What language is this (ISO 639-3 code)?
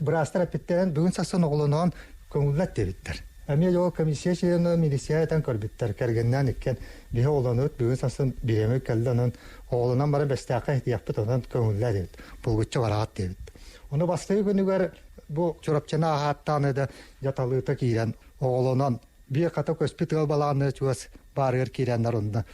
sah